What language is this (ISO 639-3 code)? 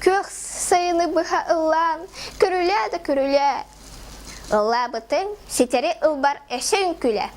sah